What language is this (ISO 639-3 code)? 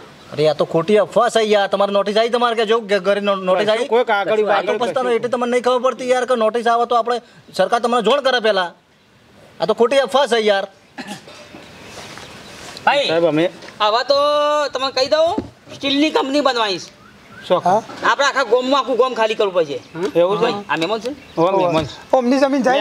guj